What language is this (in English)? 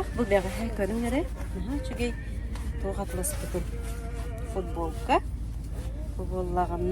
Yakut